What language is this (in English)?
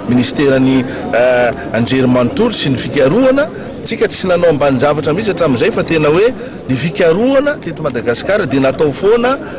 Malagasy